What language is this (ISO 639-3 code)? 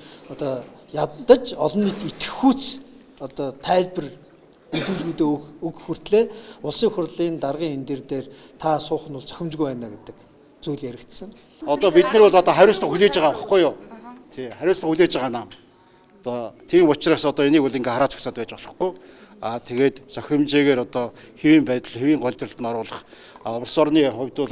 mon